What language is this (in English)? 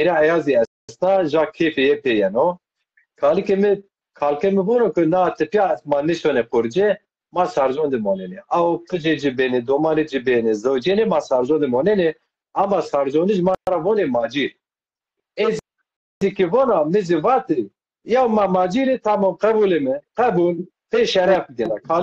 Zaza